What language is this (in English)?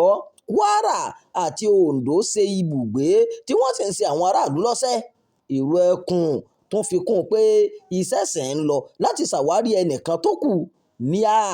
Yoruba